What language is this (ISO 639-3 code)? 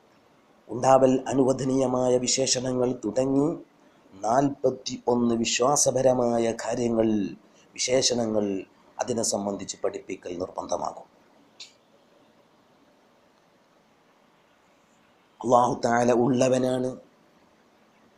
mal